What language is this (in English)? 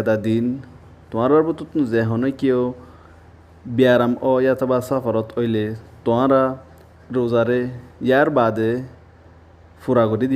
Rohingya